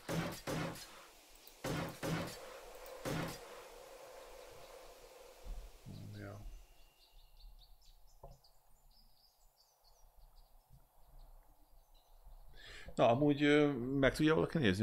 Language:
Hungarian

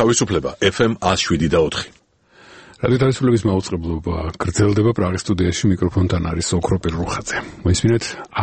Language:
Georgian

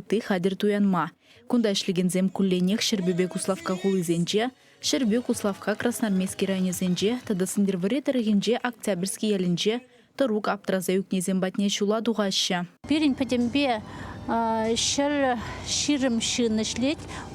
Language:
Chuvash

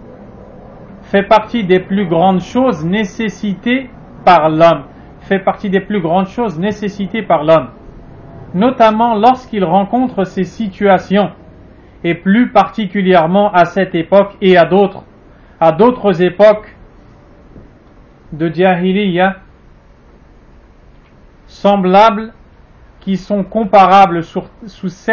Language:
French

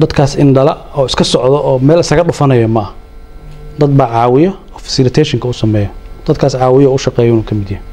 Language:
Somali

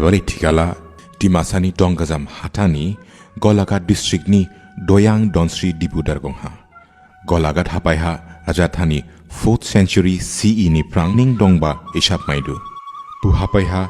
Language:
Dimasa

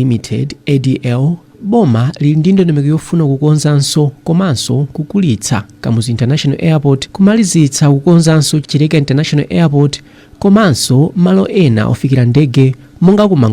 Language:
Nyanja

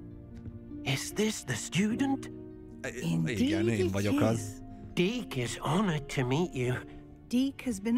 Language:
Hungarian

